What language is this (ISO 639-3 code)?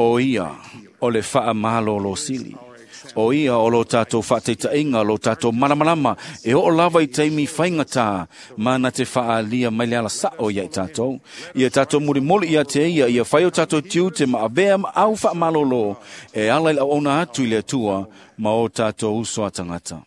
smo